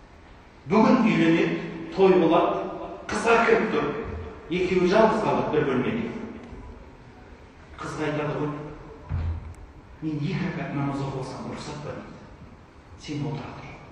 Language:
Kazakh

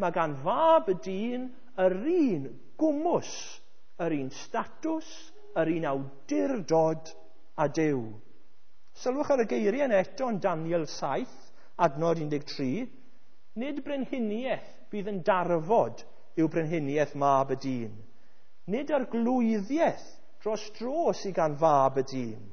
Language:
Welsh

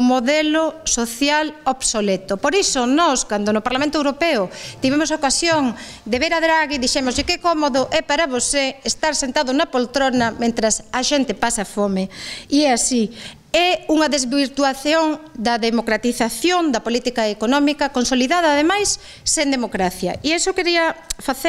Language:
Galician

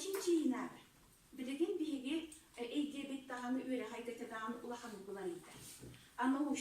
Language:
Yakut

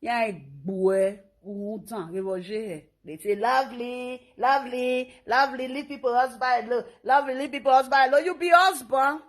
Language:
Nigerian Pidgin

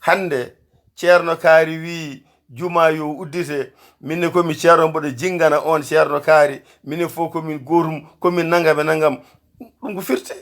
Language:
Fula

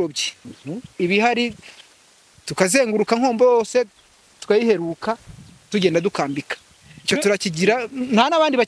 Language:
Kinyarwanda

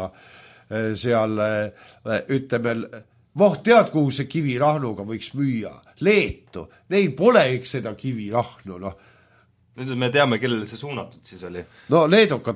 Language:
Estonian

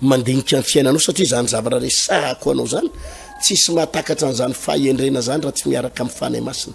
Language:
Malagasy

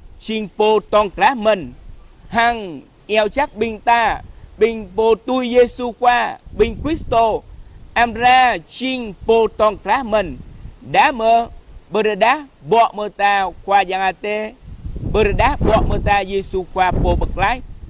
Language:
Jarai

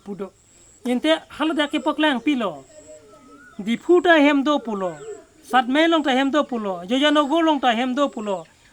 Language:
Karbi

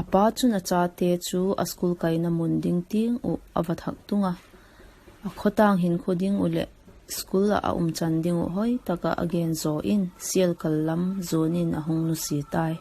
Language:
Vaiphei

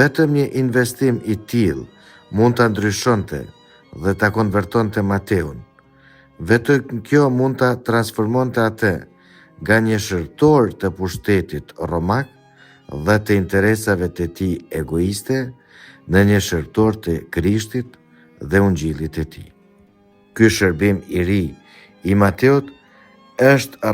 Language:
Albanian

